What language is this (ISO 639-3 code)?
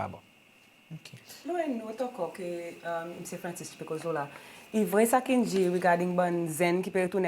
crs